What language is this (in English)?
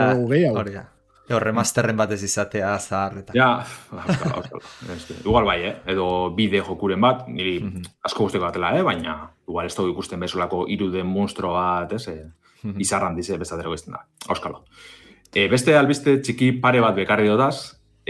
Basque